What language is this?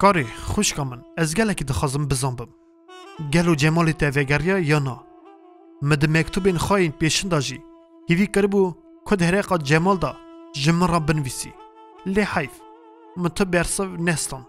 Kurdish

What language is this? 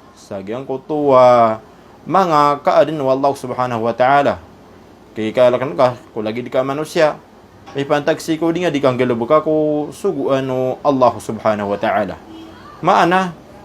Maranao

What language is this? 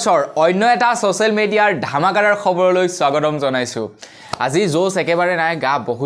Assamese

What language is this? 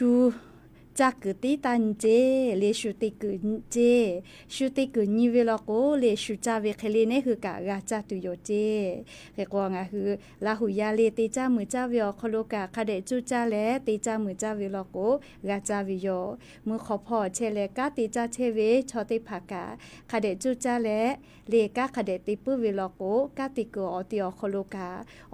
Lahu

